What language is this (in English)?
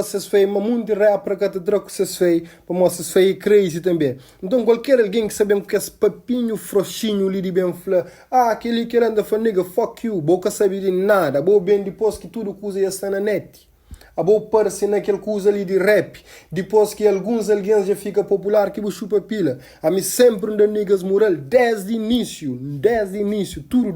Kabuverdianu